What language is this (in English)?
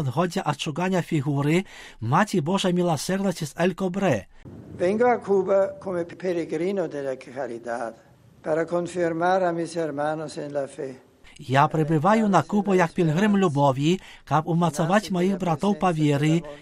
Belarusian